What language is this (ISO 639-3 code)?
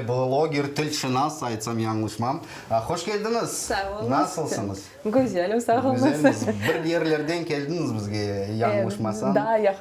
crh